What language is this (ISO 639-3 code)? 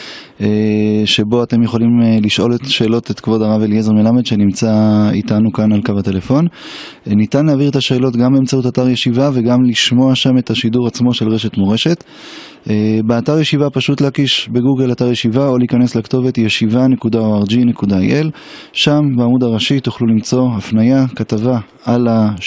heb